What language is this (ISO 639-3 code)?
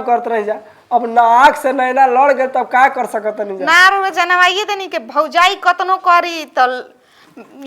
bho